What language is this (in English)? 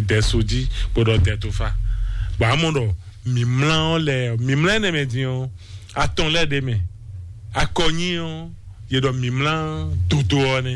Fon